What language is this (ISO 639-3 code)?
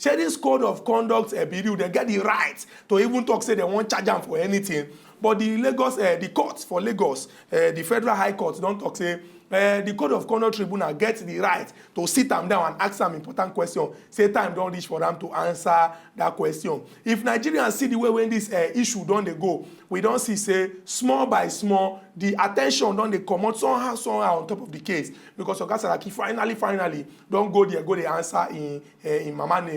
pcm